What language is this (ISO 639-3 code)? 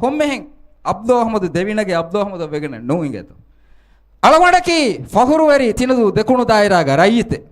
div